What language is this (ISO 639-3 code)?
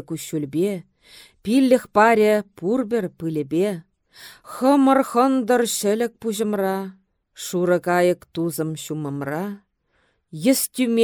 chv